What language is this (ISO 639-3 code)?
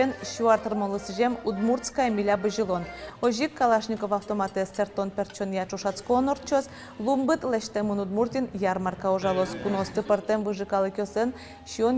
udm